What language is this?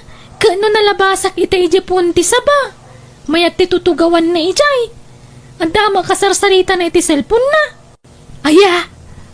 Iloko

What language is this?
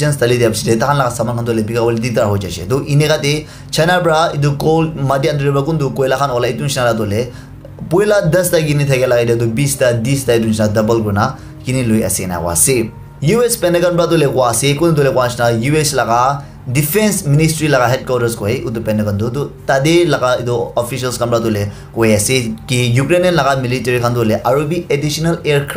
Naga Pidgin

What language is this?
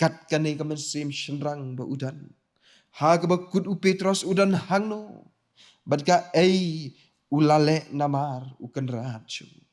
Khasi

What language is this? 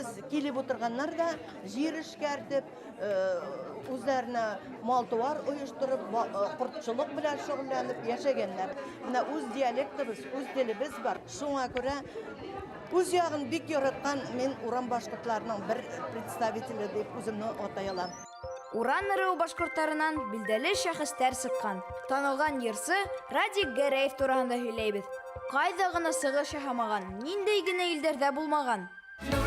Bashkir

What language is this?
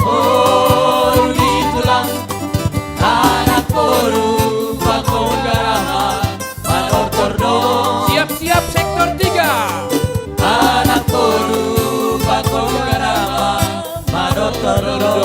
Batak Simalungun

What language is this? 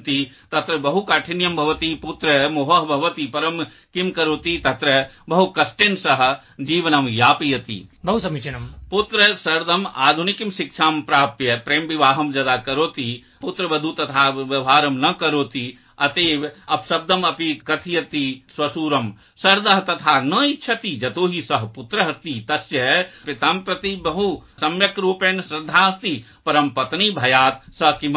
Sanskrit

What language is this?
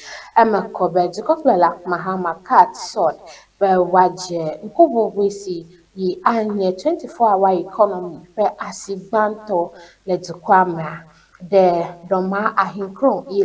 Ewe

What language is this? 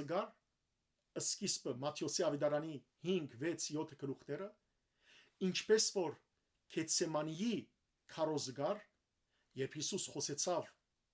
Western Armenian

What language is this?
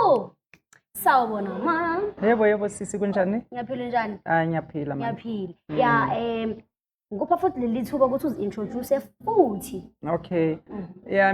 Zulu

